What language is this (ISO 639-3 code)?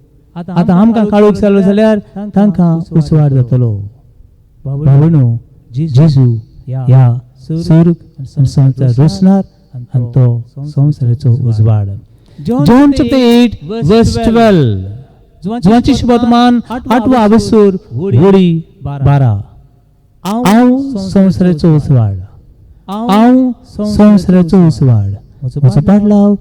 kok